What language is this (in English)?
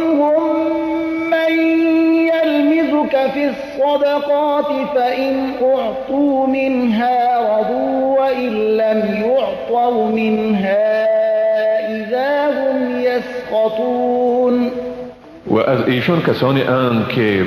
Persian